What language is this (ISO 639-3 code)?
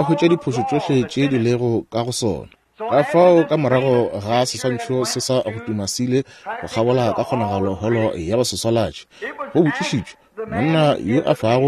nso